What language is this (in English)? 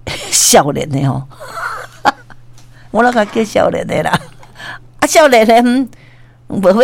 Min Nan Chinese